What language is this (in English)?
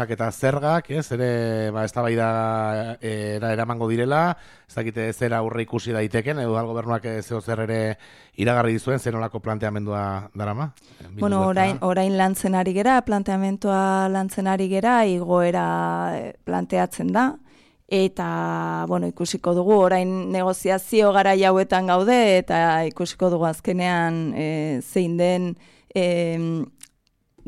Basque